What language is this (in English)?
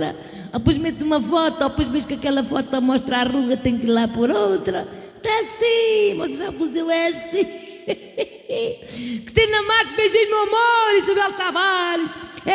Portuguese